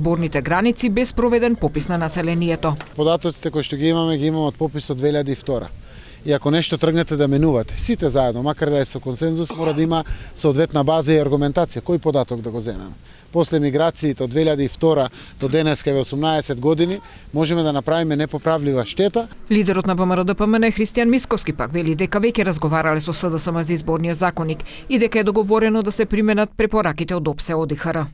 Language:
Macedonian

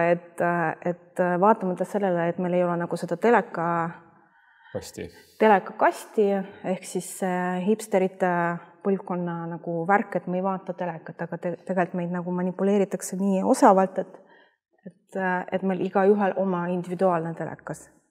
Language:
Estonian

